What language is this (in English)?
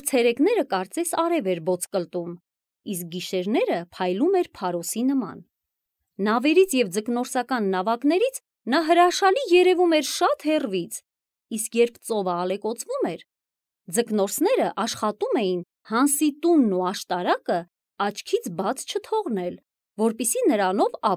Armenian